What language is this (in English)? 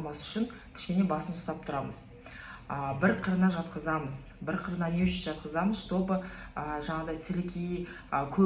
Kazakh